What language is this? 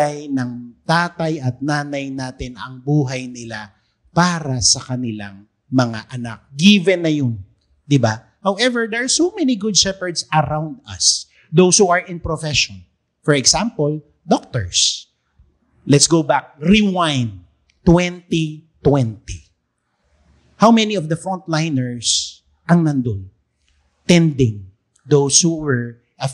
Filipino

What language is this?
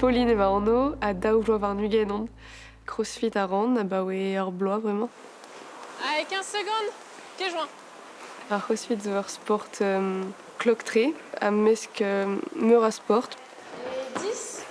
Breton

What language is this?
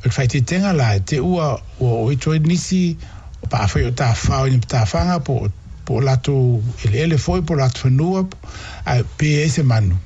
Samoan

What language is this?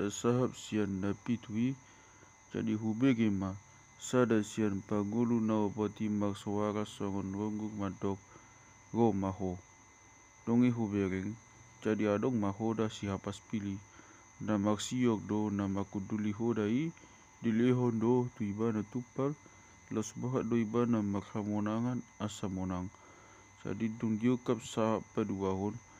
Batak Toba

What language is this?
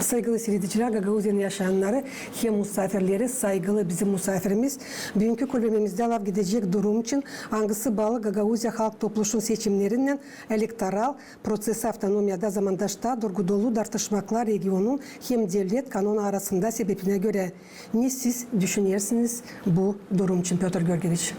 Gagauz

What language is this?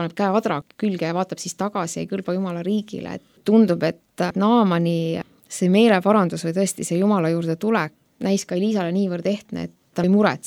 Estonian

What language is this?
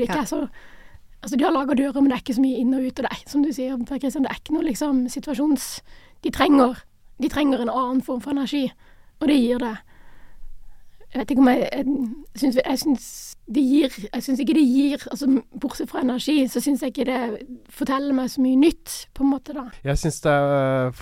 Norwegian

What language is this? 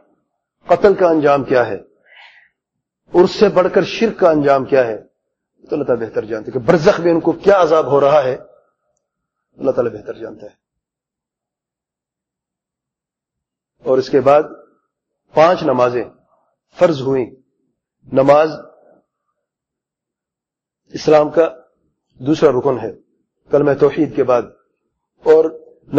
Urdu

